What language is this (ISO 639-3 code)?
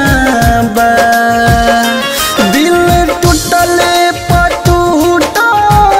bho